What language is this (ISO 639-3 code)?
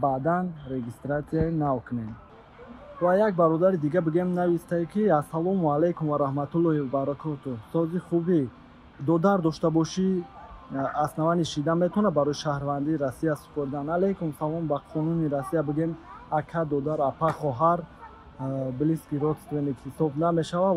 tgk